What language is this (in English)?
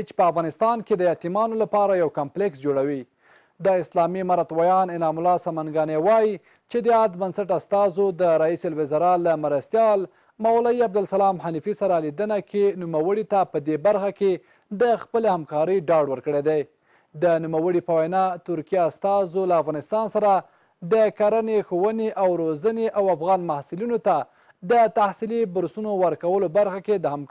Pashto